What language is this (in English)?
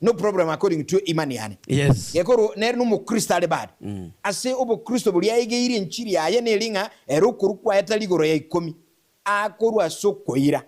Gusii